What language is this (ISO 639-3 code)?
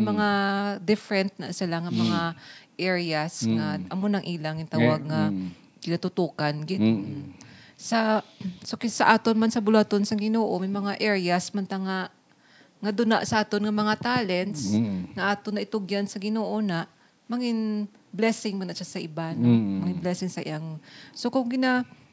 hil